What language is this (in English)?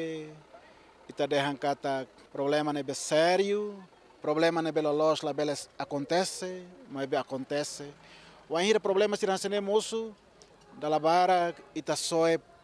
Tetum